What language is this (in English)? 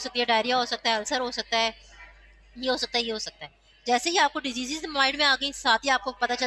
Hindi